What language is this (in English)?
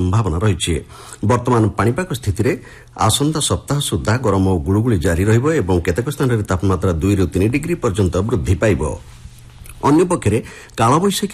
Odia